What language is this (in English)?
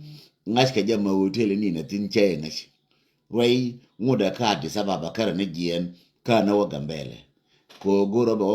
Nuer